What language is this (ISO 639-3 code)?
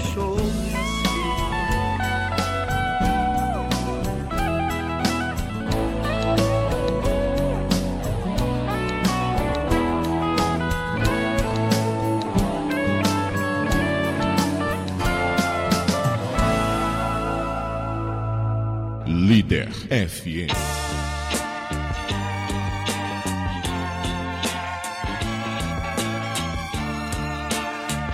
por